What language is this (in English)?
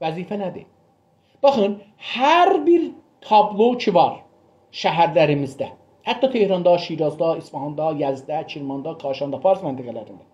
South Azerbaijani